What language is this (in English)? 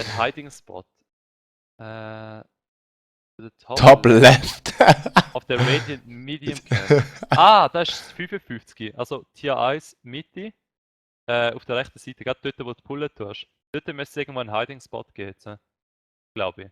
Swiss German